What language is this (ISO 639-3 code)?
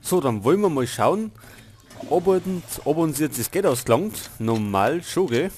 bar